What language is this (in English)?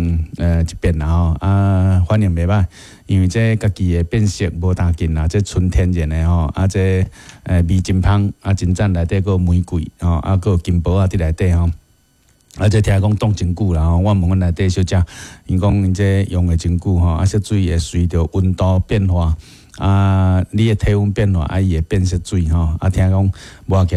Min Nan Chinese